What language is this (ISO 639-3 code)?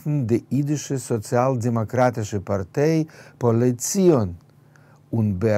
yid